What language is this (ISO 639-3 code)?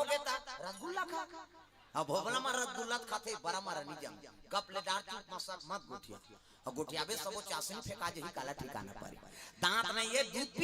hne